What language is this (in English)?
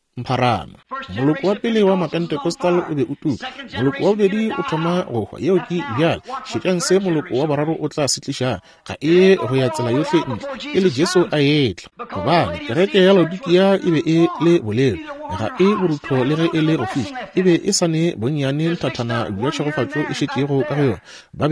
Northern Sotho